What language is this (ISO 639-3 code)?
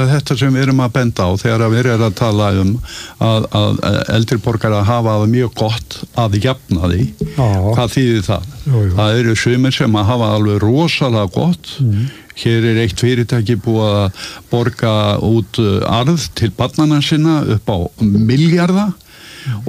isl